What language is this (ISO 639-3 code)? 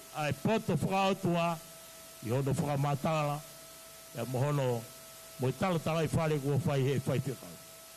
ton